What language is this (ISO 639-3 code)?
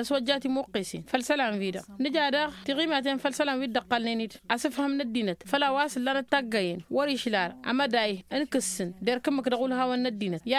taq